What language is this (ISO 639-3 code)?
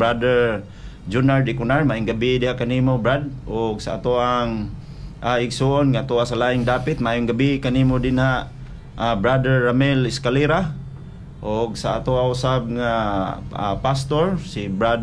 ceb